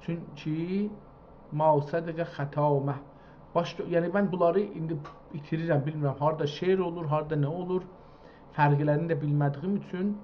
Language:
South Azerbaijani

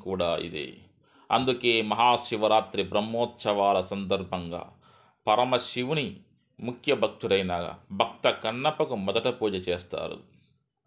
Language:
Telugu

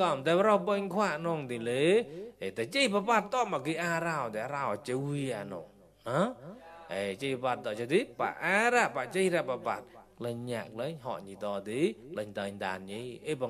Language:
Mon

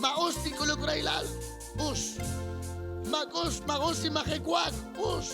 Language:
Kekchí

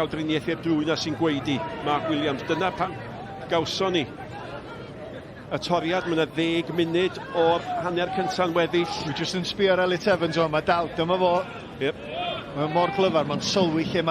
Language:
Welsh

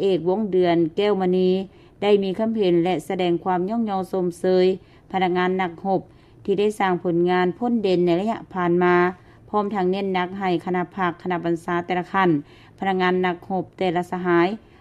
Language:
Lao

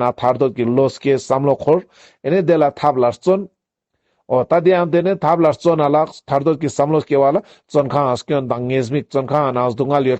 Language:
Ladakhi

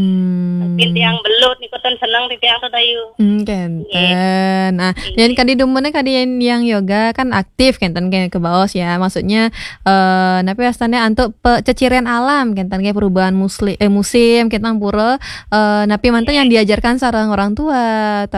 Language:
Balinese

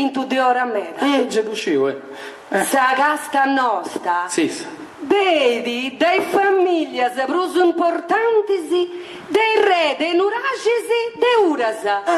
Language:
Sardinian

